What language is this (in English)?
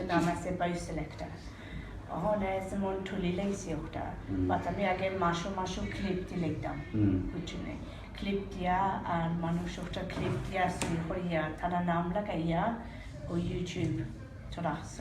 Sylheti